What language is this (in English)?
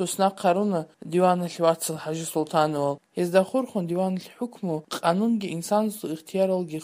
Avaric